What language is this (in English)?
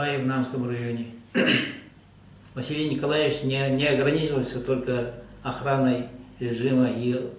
Yakut